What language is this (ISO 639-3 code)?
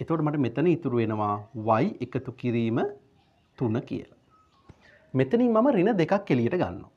sin